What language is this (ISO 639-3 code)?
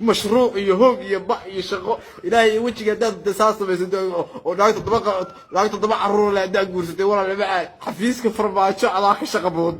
som